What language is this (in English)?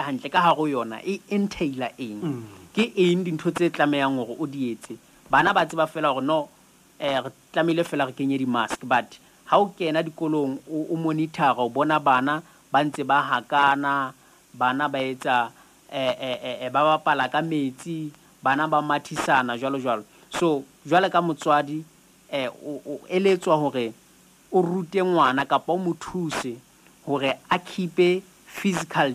Southern Sotho